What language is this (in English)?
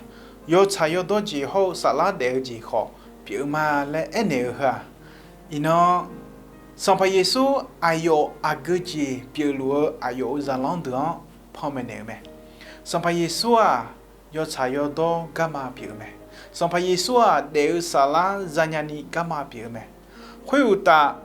Akha